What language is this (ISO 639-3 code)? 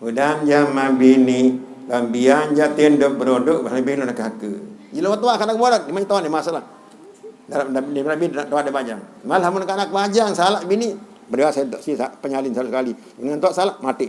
sas